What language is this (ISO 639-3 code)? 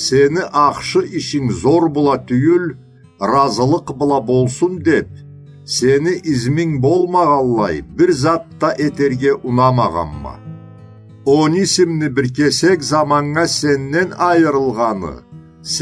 krc